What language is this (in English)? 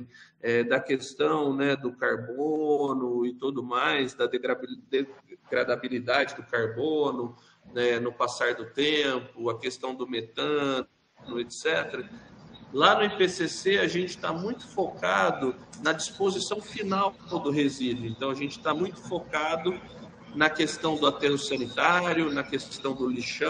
Portuguese